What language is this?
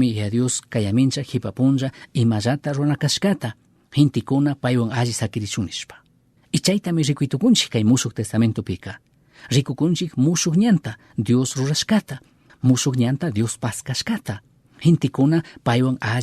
Chimborazo Highland Quichua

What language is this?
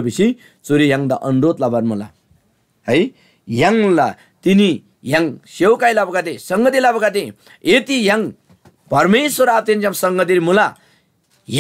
Eastern Tamang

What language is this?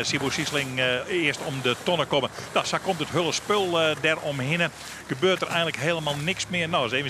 Western Frisian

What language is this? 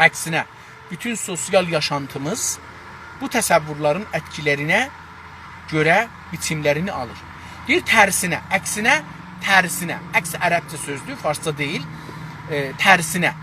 South Azerbaijani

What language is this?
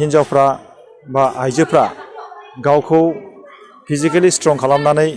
Bodo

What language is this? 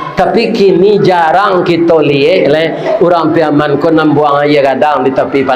Minangkabau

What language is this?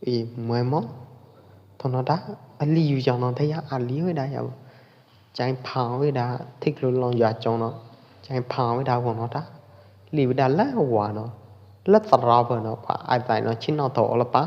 Pwo Eastern Karen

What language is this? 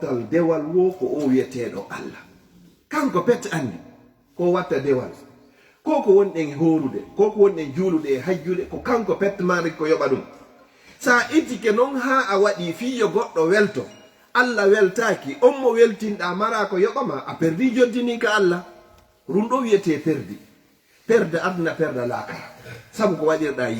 Fula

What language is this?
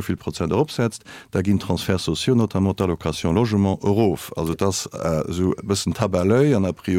Luxembourgish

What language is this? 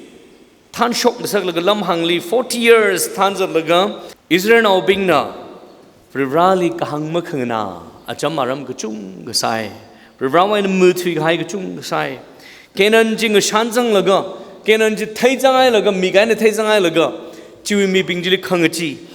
Tangkhul Naga (India)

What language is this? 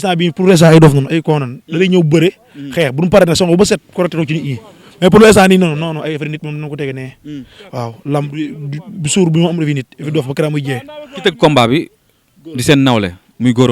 Wolof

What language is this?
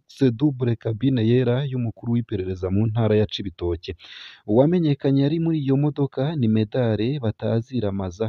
Rundi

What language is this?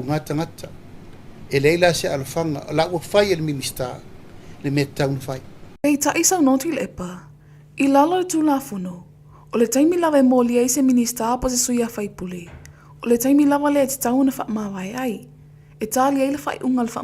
Samoan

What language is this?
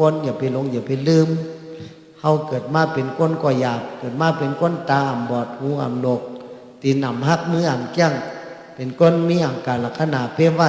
Shan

